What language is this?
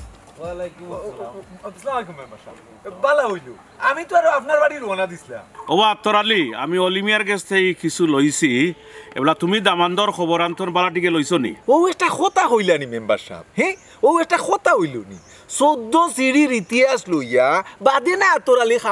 Sylheti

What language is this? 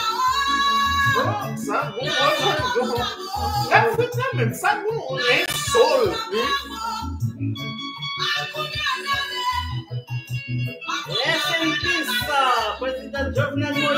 French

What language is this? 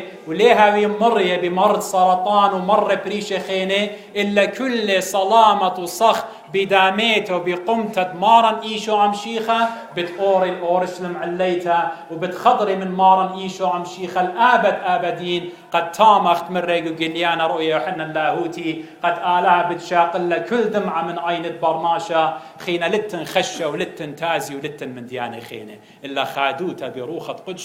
Assyrian Neo-Aramaic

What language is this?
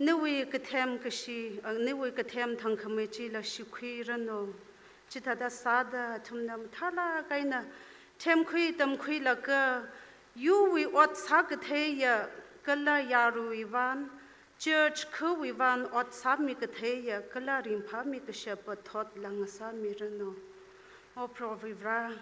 Tangkhul Naga (India)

